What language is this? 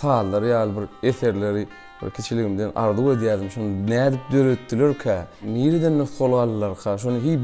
Turkmen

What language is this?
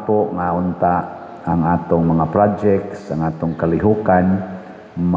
Cebuano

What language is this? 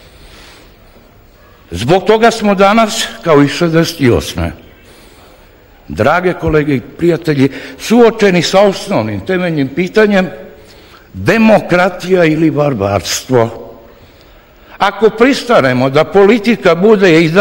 Serbian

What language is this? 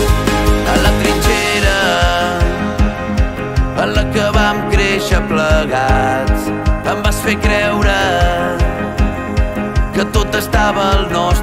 Catalan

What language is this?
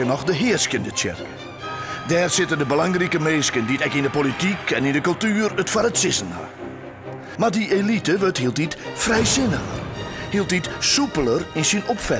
Western Frisian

